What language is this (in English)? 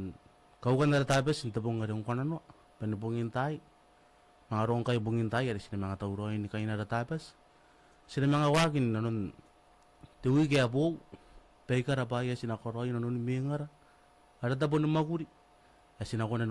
Gilbertese